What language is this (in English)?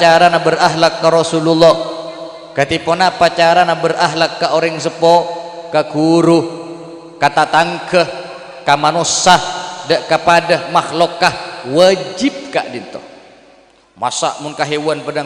Madurese